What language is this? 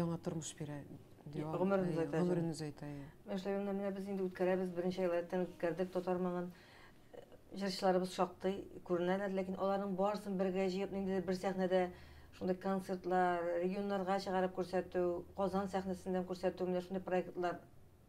Tatar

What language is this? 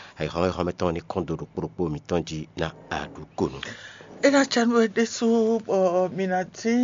Fon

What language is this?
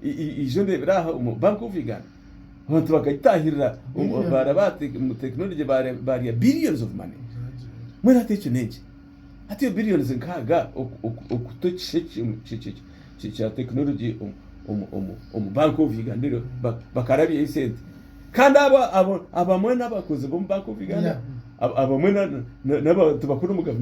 Nyankole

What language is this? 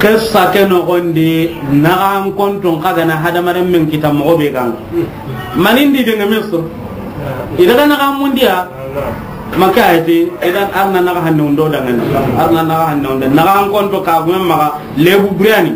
Soninke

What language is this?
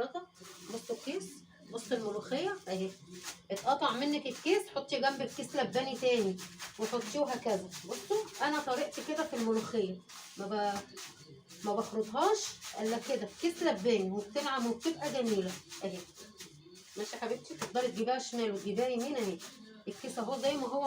Egyptian Arabic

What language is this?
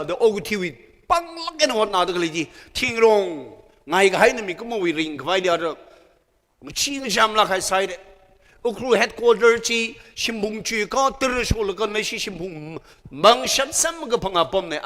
Tangkhul Naga (India)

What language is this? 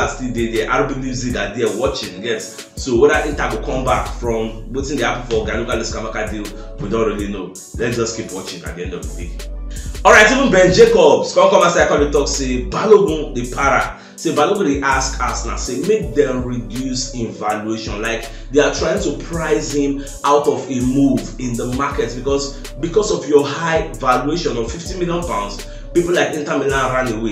Nigerian Pidgin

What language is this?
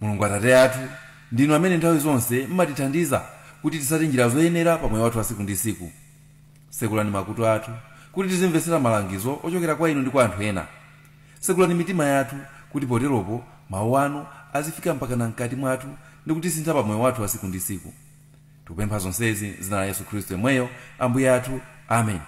Nyanja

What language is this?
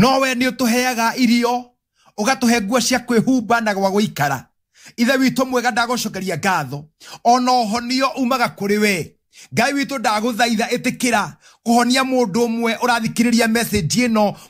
Kikuyu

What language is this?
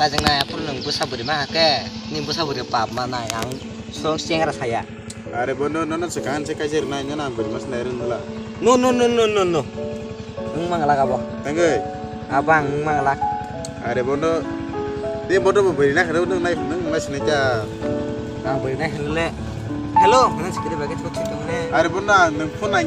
Kok Borok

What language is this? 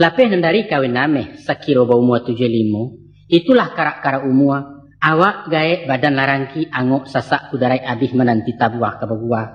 Minangkabau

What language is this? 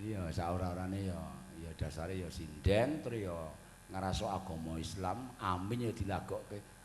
Javanese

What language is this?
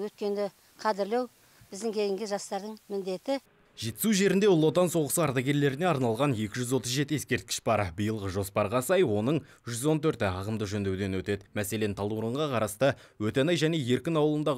Kazakh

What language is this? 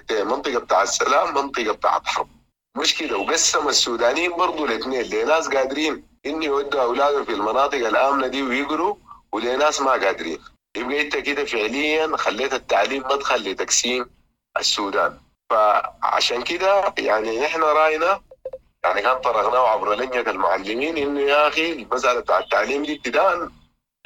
Sudanese Arabic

